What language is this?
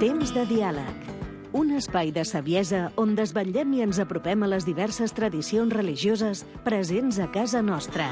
Catalan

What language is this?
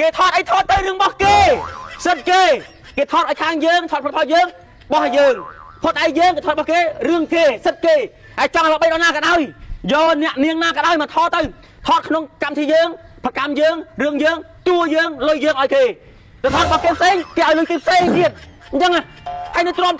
Khmer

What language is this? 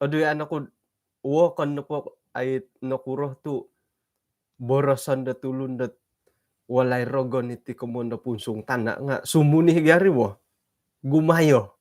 Central Dusun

